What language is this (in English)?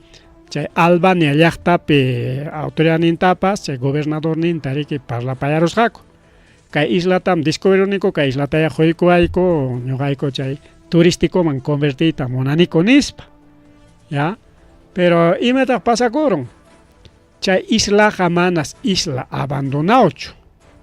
Ayacucho Quechua